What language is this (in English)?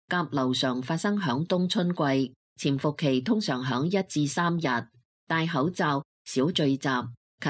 Cantonese